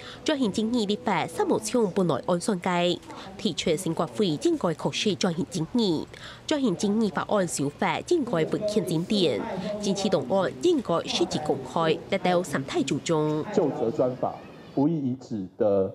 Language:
Hakka Chinese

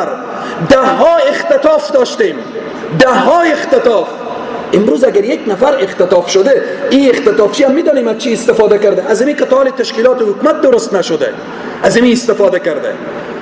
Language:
Persian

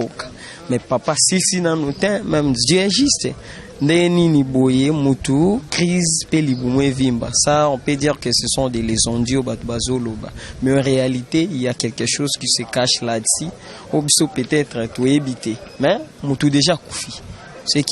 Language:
Lingala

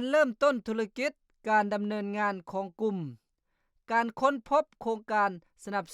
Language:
Lao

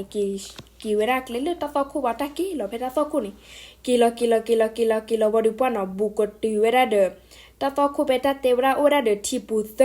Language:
S'gaw Karen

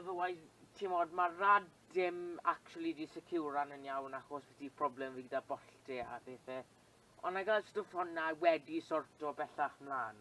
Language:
Welsh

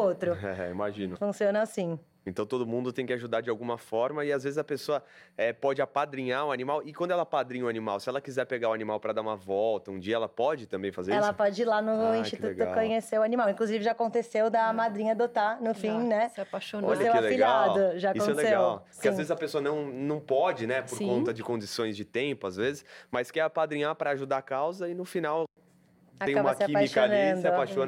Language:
Portuguese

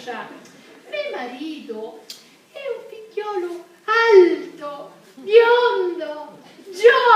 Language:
Sicilian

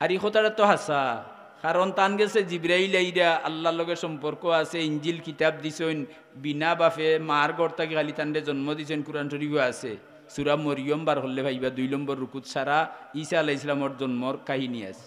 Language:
Sylheti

